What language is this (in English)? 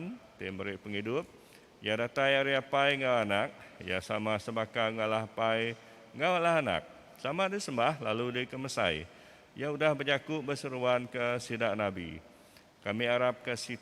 Iban